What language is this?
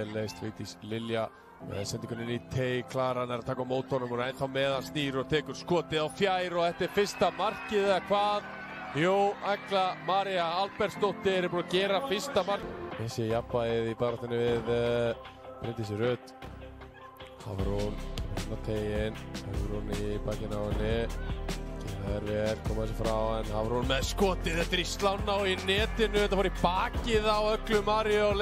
Icelandic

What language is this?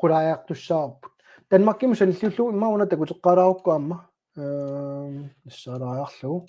Kalaallisut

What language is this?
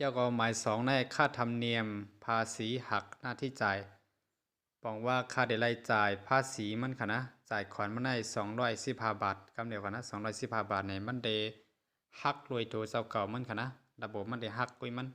Shan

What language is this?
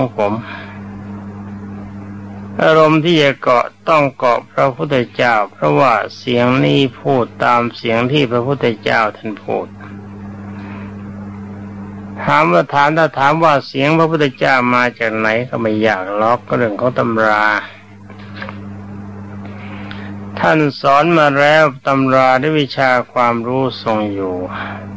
Thai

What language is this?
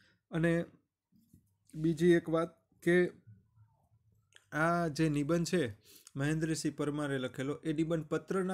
Gujarati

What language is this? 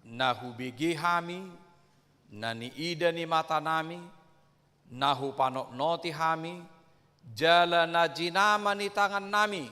Batak Toba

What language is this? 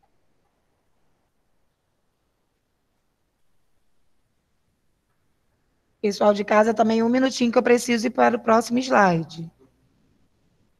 Portuguese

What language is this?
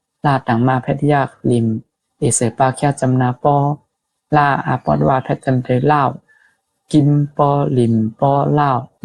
Shan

